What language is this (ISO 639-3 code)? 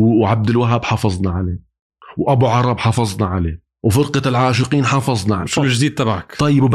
apc